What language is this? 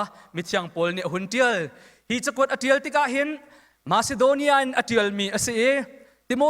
Hakha Chin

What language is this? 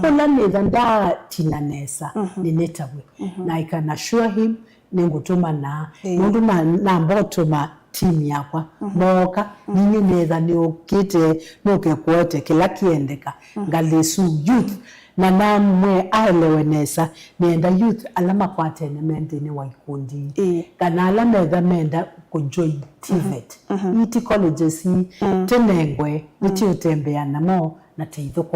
Kamba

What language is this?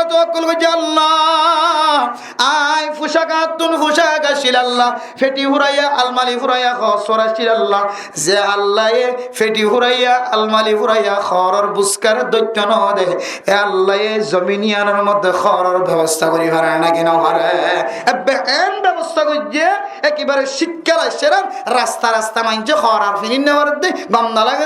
Rohingya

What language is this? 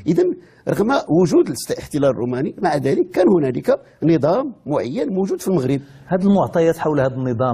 Moroccan Arabic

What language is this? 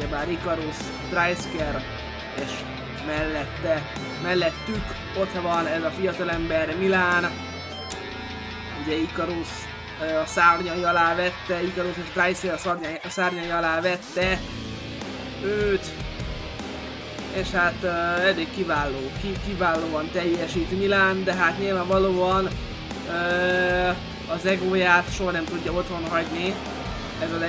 Hungarian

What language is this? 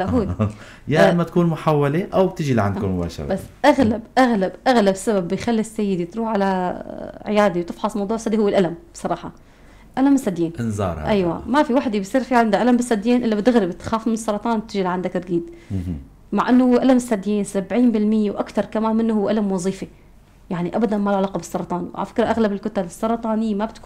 North Levantine Arabic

